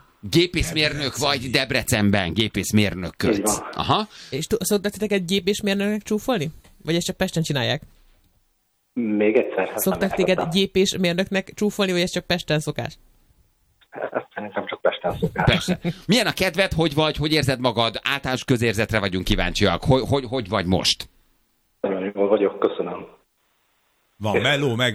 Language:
Hungarian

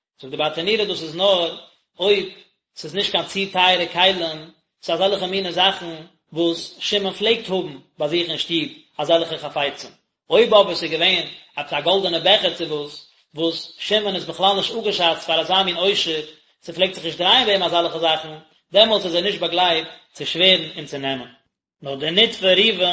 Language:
Yiddish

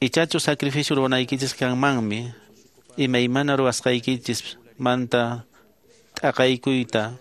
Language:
Quechua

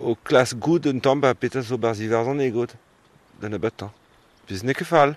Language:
Breton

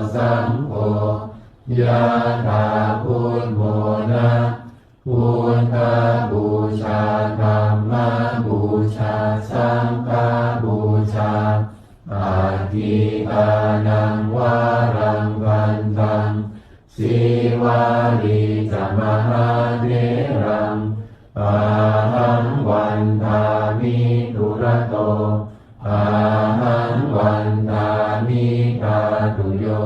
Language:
Pali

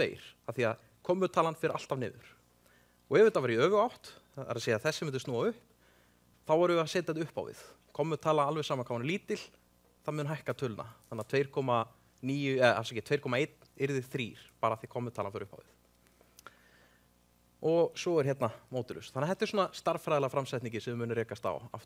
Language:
Icelandic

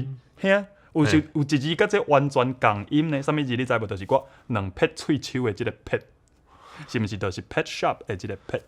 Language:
Min Nan Chinese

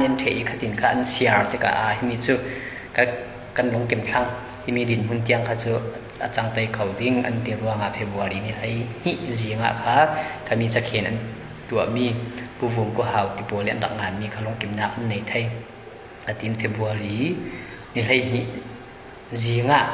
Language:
Falam Chin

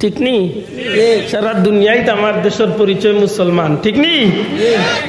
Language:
Sylheti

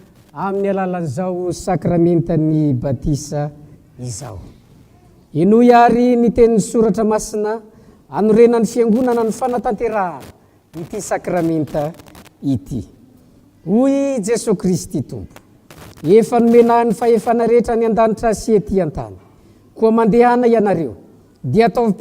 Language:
Malagasy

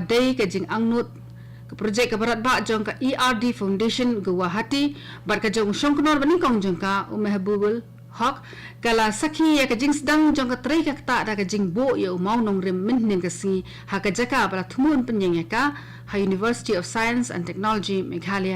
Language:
Khasi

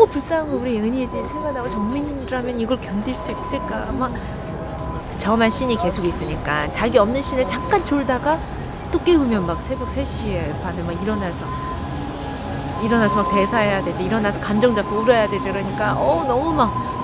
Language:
Korean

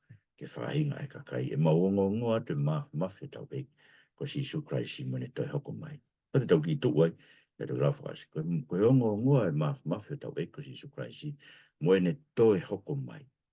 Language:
Tongan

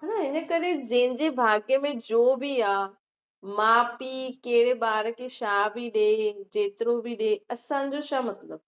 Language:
Sindhi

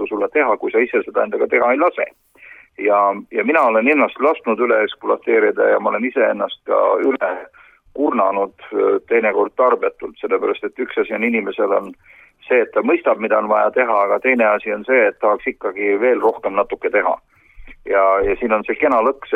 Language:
Estonian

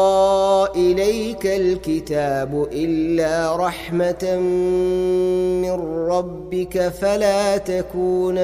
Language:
Arabic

